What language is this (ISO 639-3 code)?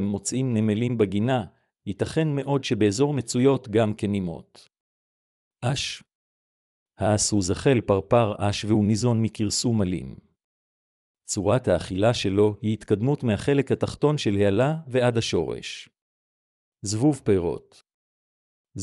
heb